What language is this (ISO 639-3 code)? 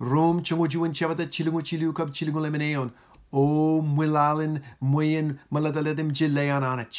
mah